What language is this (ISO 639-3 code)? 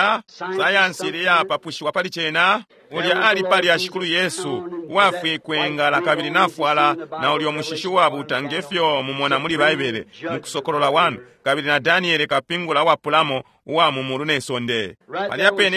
bem